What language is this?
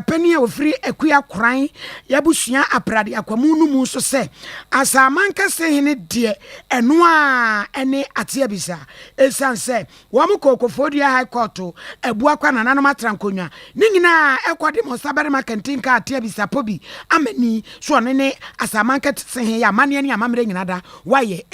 Akan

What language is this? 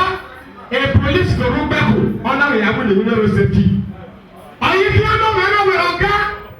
Bini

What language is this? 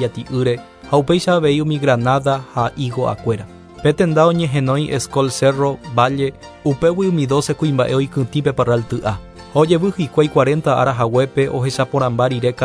Guarani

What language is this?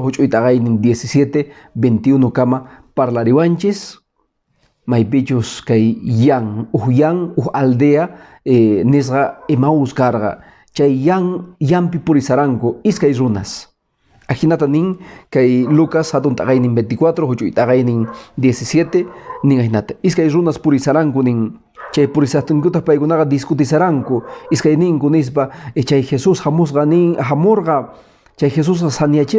Quechua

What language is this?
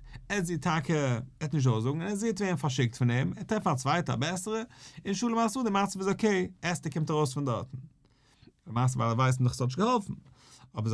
Yiddish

